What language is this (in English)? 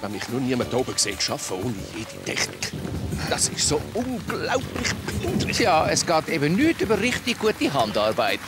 Swiss German